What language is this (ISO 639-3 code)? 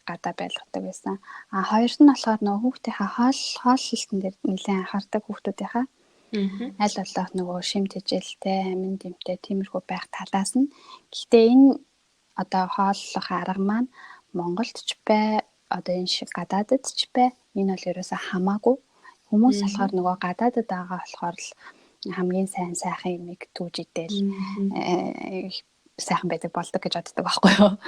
mon